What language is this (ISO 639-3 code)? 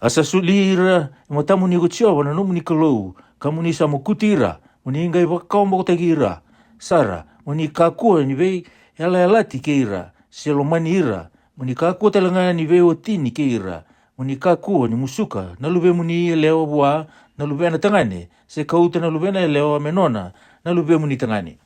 fij